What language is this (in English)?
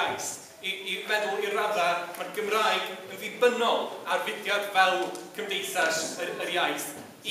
Welsh